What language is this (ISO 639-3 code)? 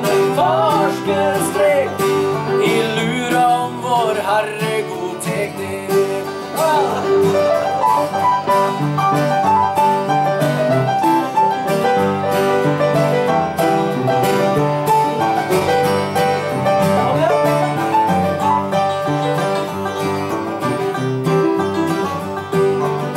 nor